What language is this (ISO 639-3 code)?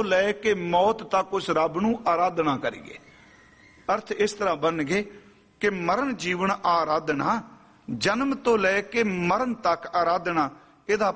pan